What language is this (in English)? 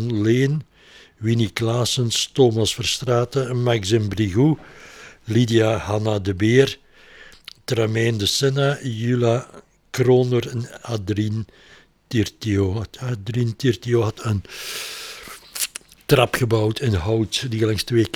Dutch